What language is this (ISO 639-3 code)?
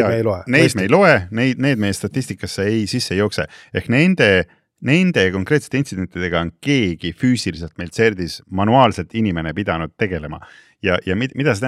est